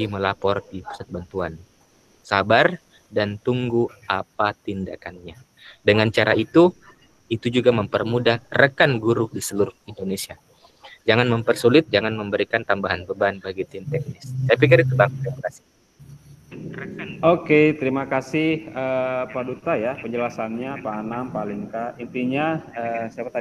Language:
Indonesian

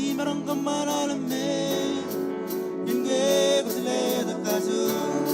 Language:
Marshallese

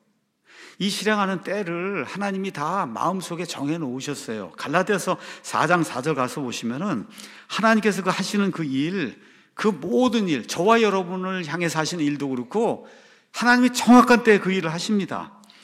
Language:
Korean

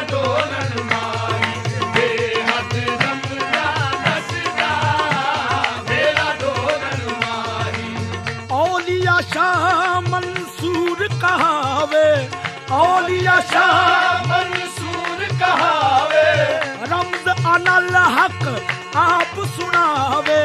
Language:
Punjabi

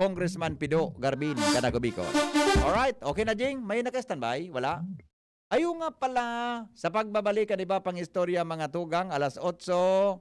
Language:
Bikol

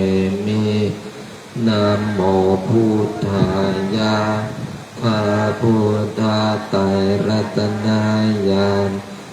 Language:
Pali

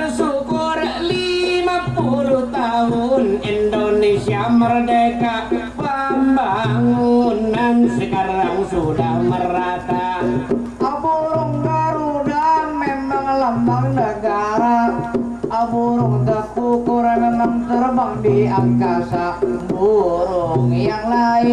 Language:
Banjar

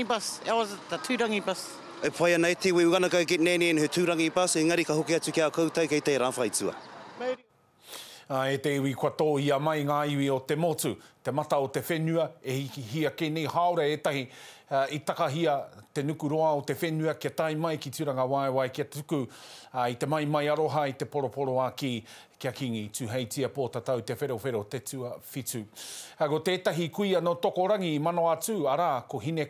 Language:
Māori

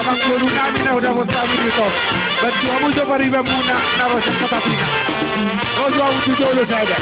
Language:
Batak Toba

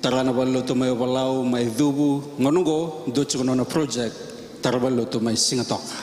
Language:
Fijian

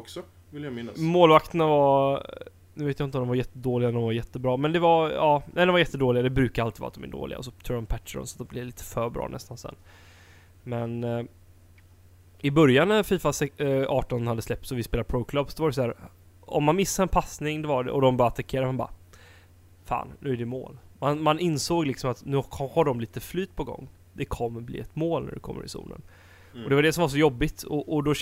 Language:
Swedish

